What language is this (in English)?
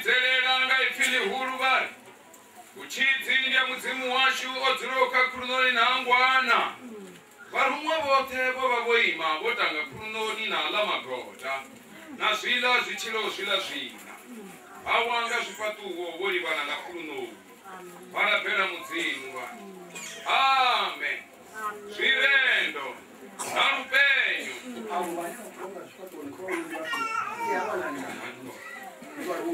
Venda